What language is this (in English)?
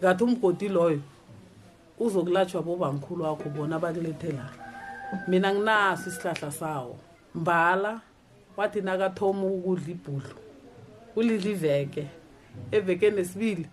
South Ndebele